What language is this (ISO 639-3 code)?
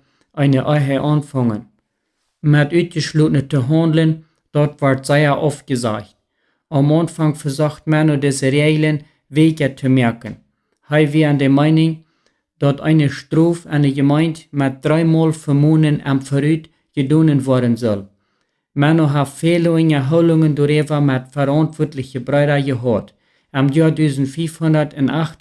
pdt